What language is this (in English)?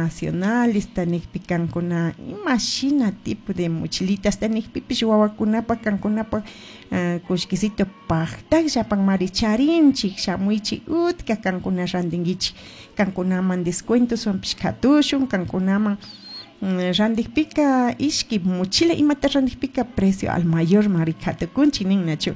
Chimborazo Highland Quichua